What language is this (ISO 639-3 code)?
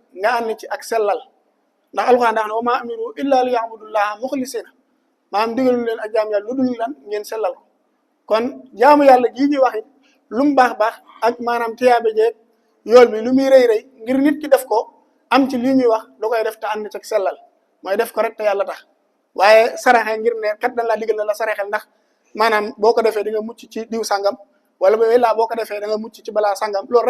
wol